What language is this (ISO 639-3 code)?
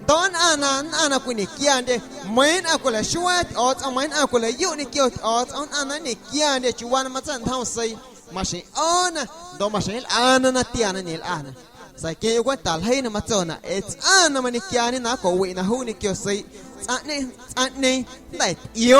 amu